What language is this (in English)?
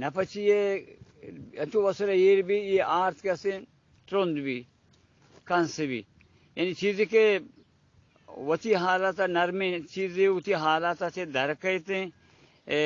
Baluchi